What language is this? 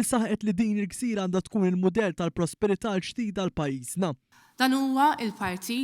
Maltese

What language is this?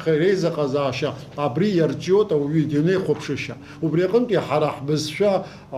Abkhazian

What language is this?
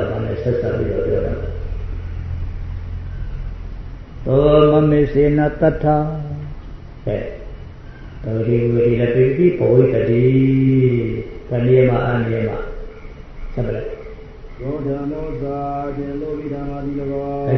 Burmese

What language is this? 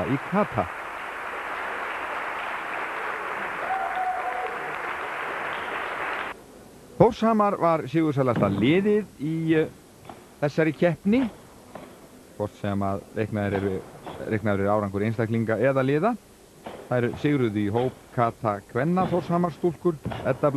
Icelandic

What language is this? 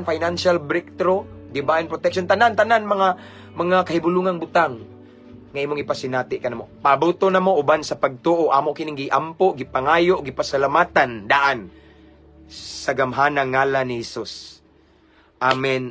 Cebuano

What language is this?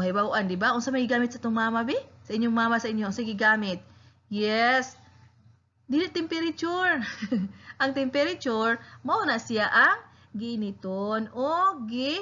Cebuano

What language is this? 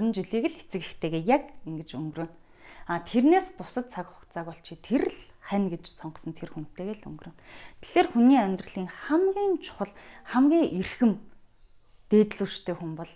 Mongolian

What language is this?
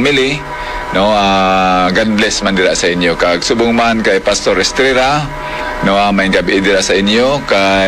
Hiligaynon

